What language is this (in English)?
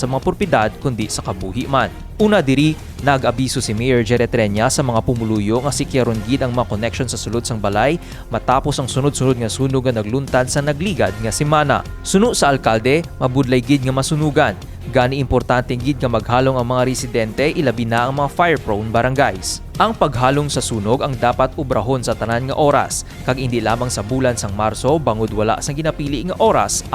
Hiligaynon